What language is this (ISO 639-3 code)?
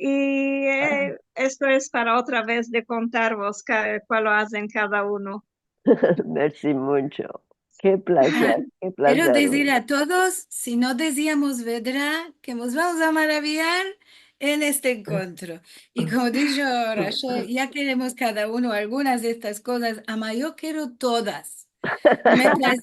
lad